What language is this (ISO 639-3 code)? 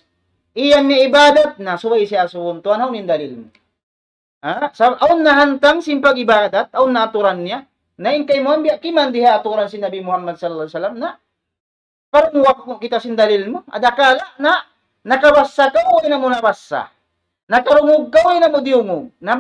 tsg